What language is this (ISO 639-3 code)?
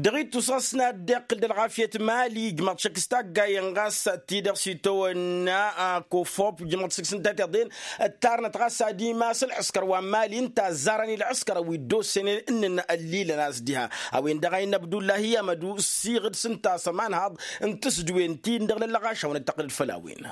taq